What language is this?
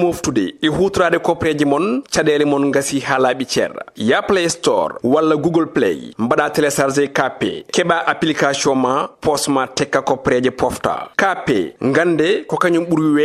Fula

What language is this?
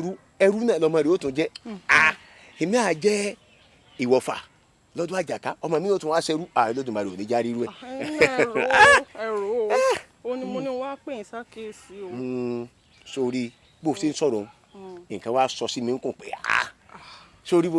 Yoruba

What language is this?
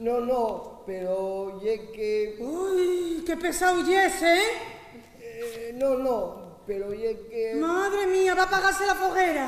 Asturian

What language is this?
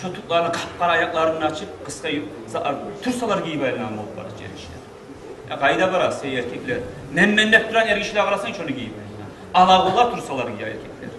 Kumyk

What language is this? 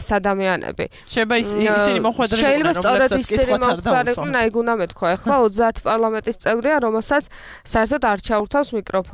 Georgian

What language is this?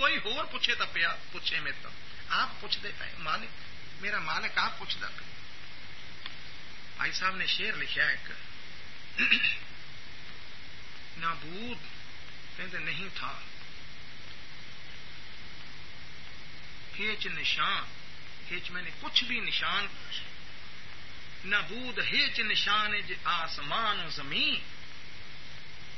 Urdu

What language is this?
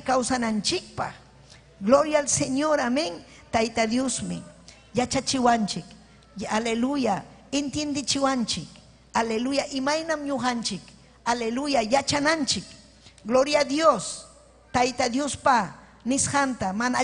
Ayacucho Quechua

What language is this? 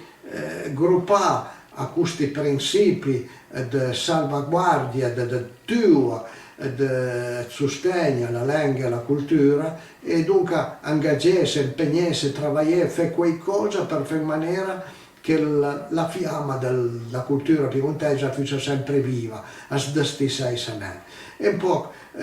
Piedmontese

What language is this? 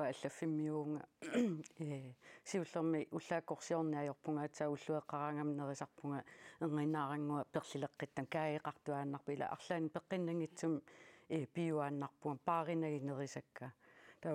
Kalaallisut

